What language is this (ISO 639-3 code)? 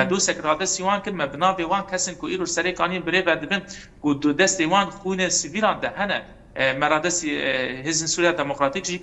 kur